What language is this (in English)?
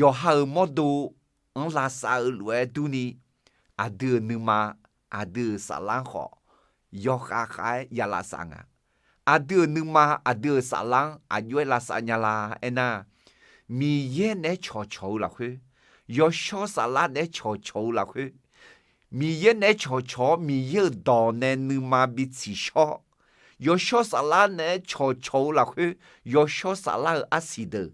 Akha